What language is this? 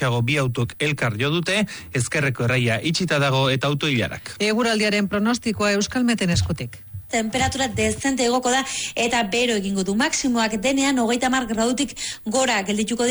Basque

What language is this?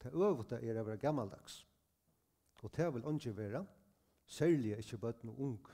Faroese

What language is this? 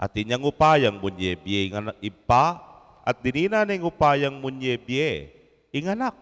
Pampanga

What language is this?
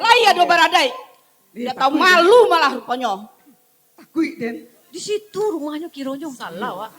Minangkabau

